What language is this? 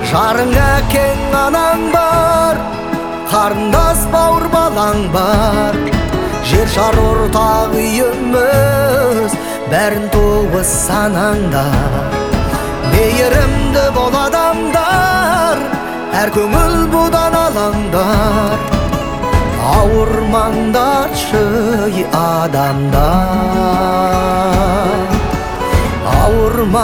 Kazakh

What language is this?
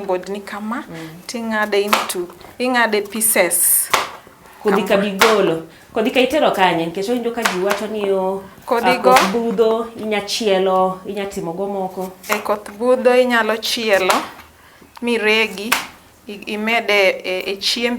Luo (Kenya and Tanzania)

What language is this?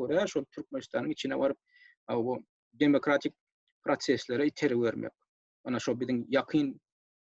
Turkmen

